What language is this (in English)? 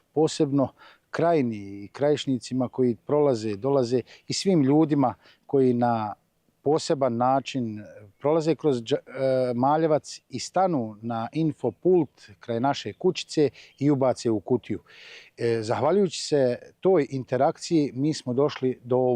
Bosnian